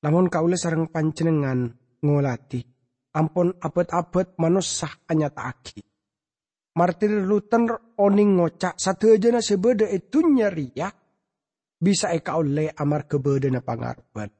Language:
Madurese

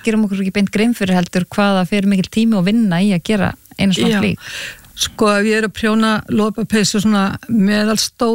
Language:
Icelandic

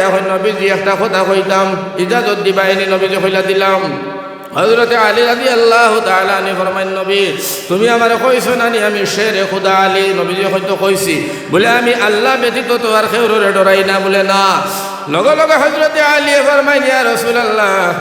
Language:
Sylheti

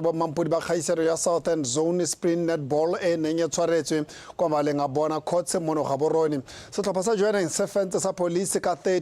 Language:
Tswana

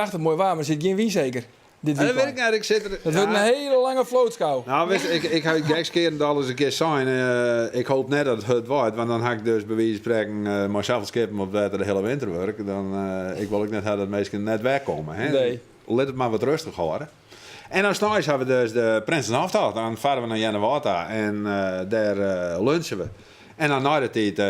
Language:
Western Frisian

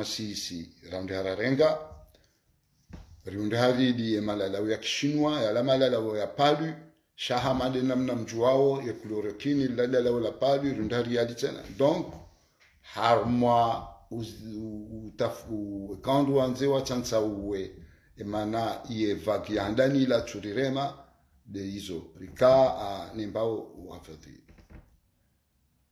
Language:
Swahili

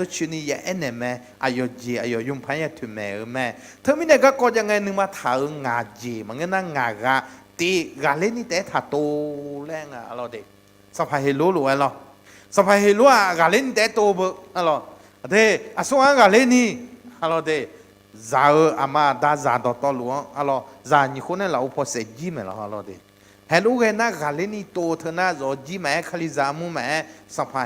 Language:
Akha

